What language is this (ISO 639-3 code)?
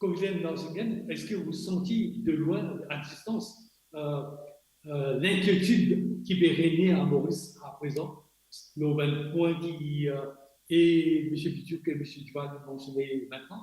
mfe